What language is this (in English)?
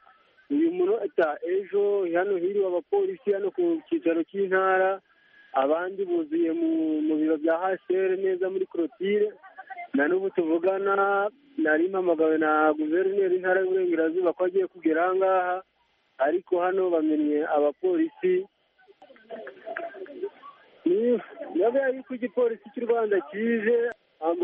Kinyarwanda